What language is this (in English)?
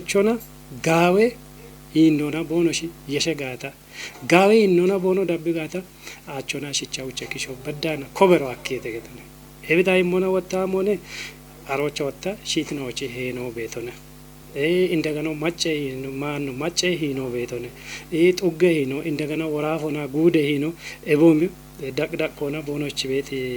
Kafa